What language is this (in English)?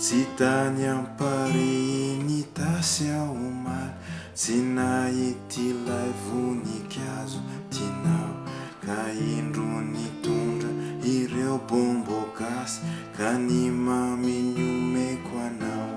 Malagasy